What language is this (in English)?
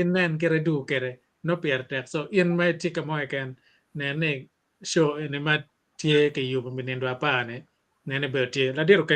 Acoli